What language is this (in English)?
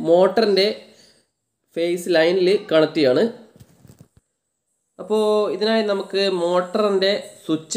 Malayalam